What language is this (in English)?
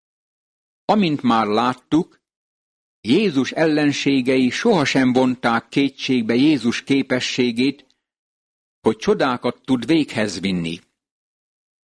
Hungarian